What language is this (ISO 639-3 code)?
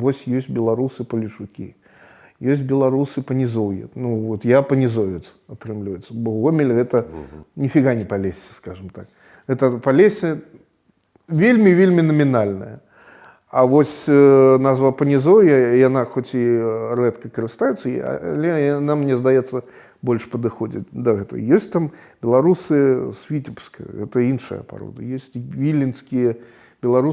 bel